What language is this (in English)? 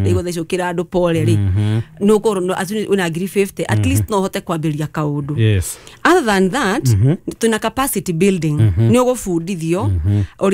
Kikuyu